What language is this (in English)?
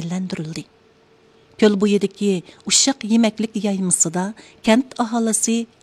Uyghur